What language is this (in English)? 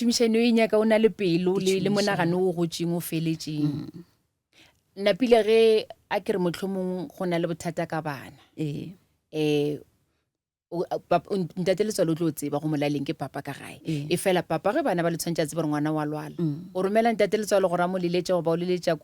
Northern Sotho